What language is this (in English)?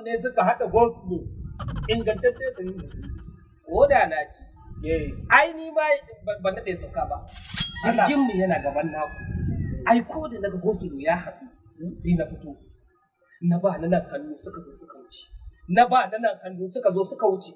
Hausa